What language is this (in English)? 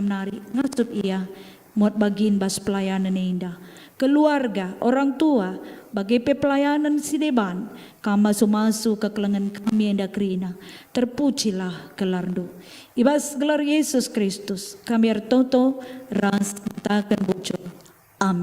Batak Karo